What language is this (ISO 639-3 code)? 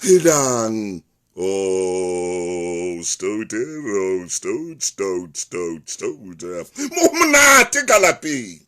sot